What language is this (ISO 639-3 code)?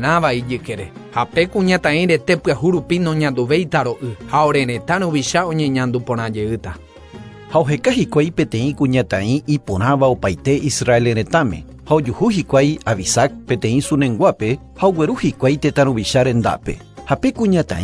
grn